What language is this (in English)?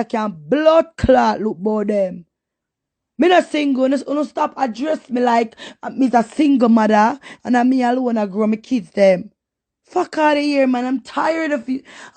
Jamaican Creole English